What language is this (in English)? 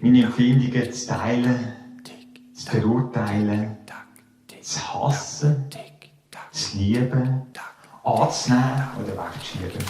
Swiss German